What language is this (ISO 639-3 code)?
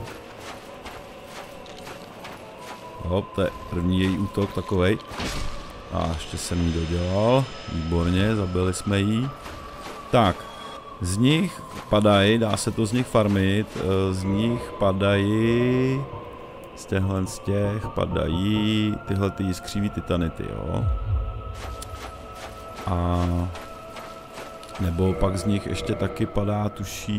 ces